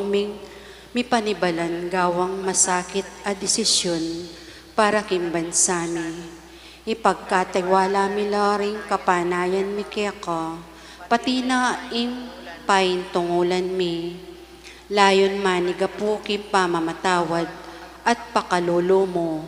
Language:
Pampanga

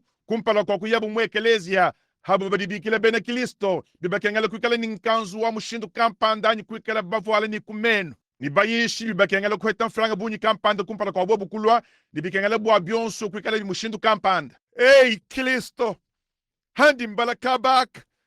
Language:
Luba-Lulua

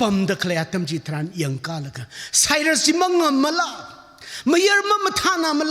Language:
Tangkhul Naga (India)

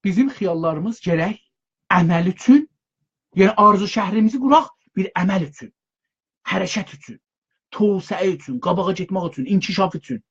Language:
South Azerbaijani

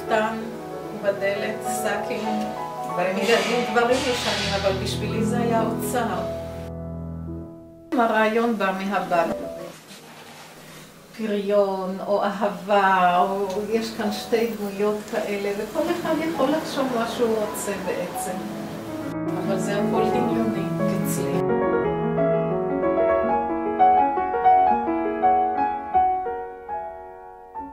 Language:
Hebrew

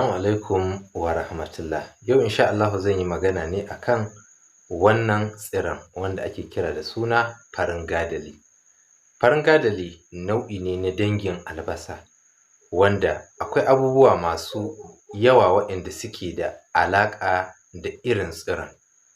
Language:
Hausa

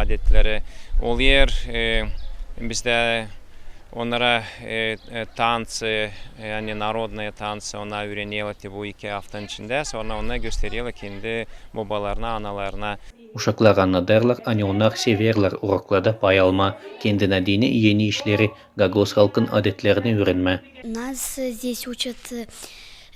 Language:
Gagauz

